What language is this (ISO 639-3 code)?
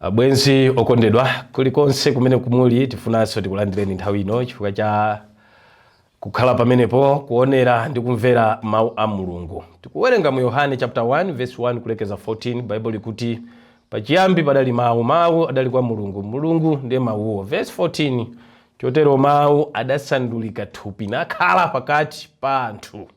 nya